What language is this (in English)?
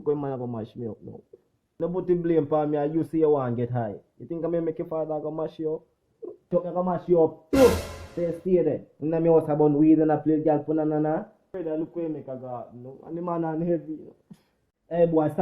Jamaican Creole English